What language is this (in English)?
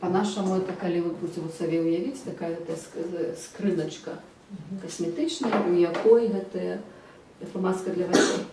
Belarusian